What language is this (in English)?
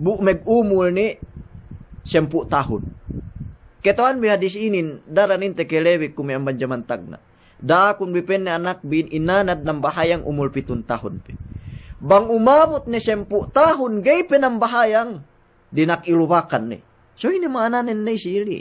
Yakan